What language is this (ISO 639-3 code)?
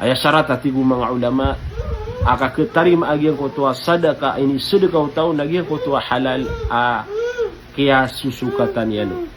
mrw